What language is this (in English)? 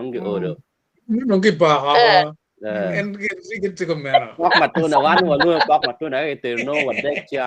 Acoli